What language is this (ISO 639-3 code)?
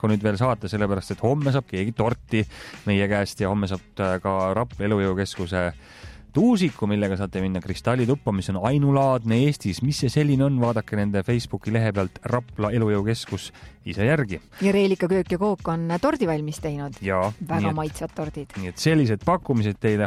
est